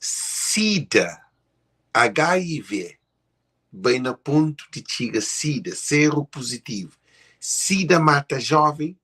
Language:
Kabuverdianu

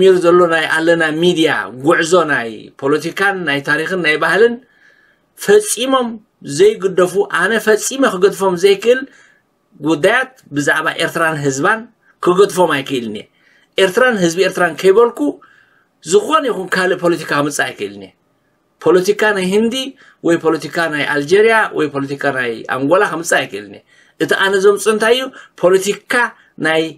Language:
Tigrinya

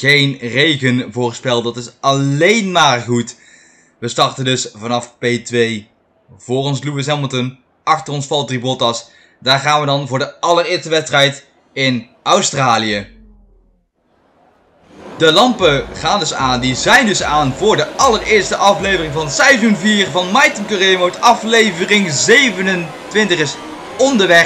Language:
Dutch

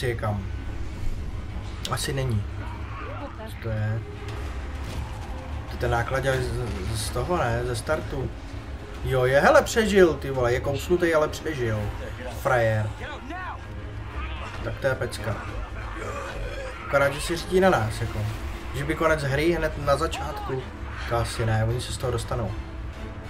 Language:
Czech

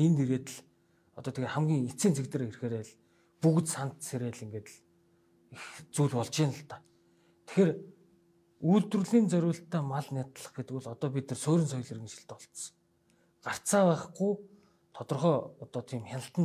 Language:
Mongolian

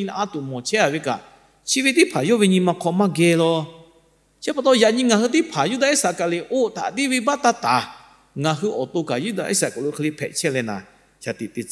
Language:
Lahu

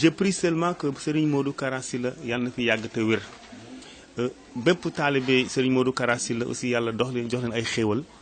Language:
Wolof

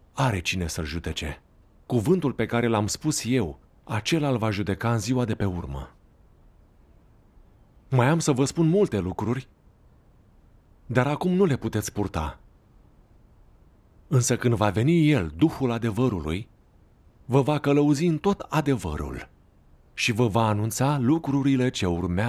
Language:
Romanian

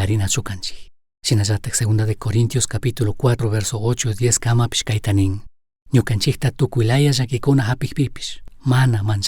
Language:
Chimborazo Highland Quichua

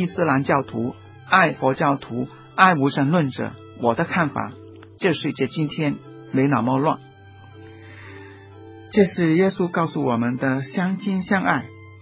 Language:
Chinese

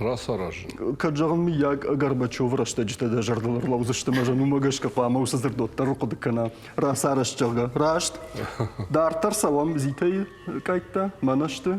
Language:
Ossetic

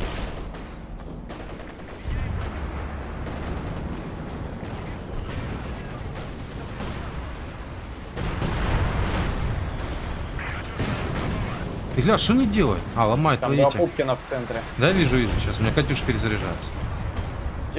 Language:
Russian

